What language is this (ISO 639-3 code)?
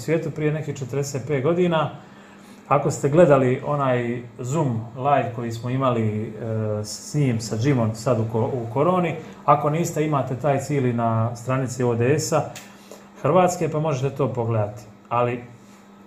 hrv